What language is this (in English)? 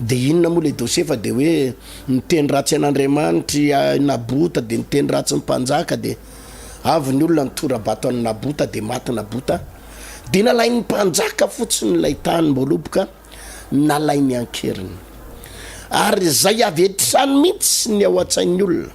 Malagasy